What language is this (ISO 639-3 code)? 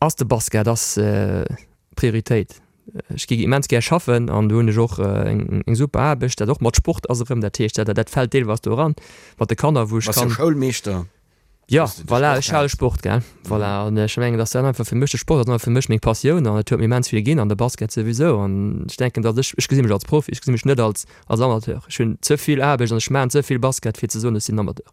ltz